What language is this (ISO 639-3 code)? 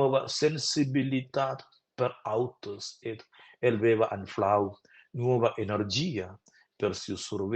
roh